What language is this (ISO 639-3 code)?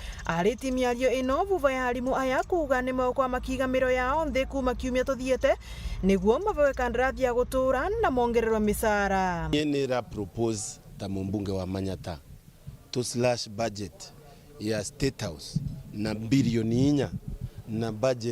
mer